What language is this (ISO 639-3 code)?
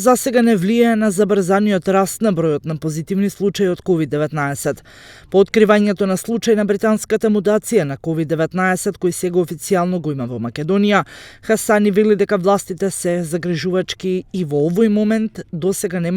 mkd